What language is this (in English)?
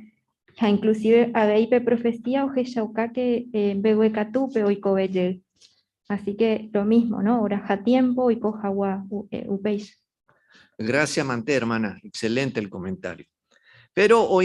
Guarani